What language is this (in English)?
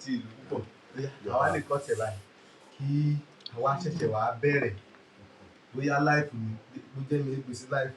Yoruba